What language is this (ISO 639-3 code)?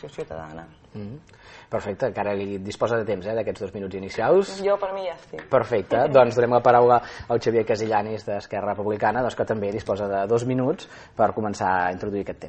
cat